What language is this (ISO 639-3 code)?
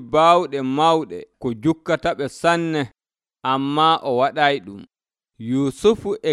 fuv